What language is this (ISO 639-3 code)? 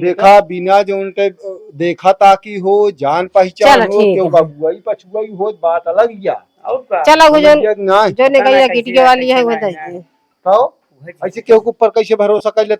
awa